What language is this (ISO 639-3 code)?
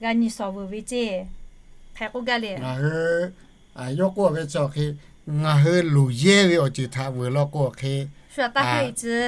lhu